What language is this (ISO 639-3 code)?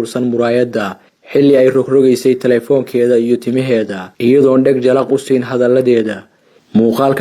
som